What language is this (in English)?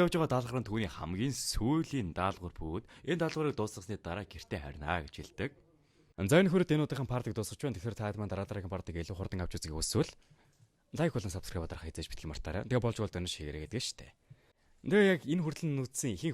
Mongolian